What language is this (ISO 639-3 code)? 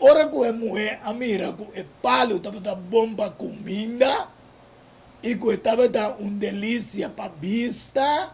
pap